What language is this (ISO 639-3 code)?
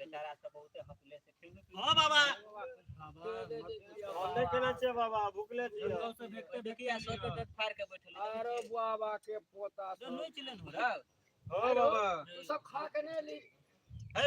mai